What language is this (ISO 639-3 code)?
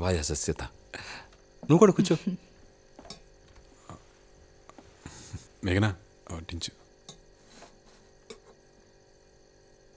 tel